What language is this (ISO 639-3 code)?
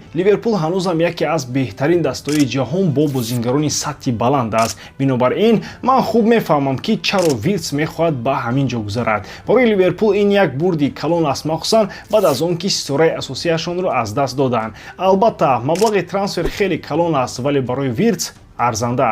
tgk